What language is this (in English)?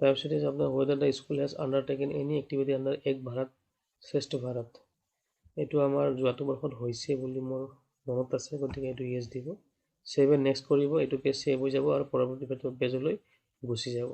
Assamese